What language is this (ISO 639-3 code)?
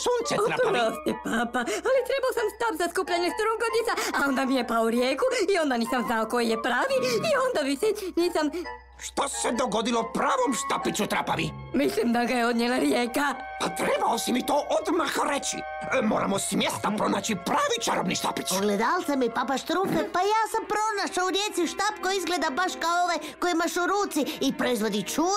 hrv